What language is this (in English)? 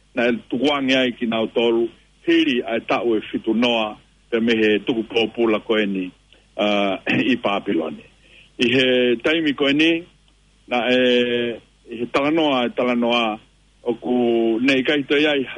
Tongan